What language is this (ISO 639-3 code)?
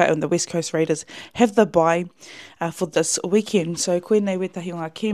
mri